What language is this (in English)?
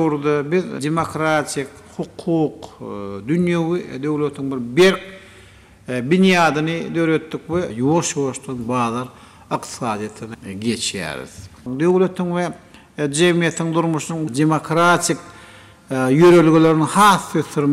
Turkmen